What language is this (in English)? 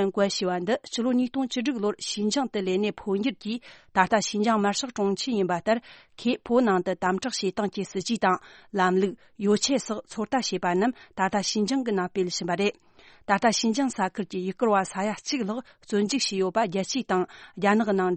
Tibetan